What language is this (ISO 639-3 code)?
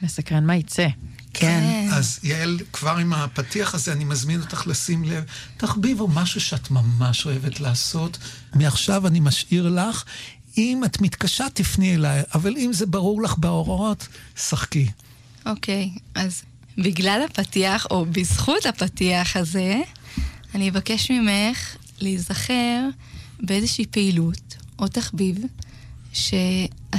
heb